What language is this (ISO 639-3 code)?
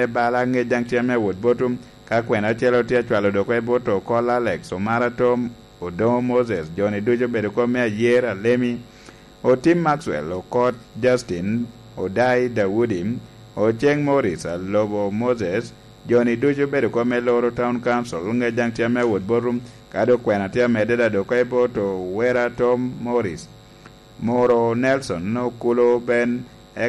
laj